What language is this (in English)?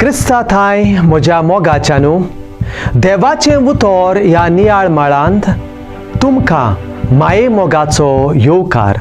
Konkani